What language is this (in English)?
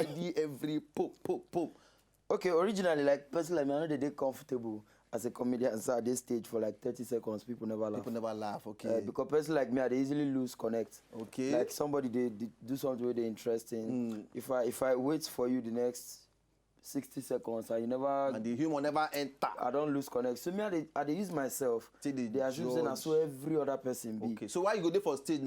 Nigerian Pidgin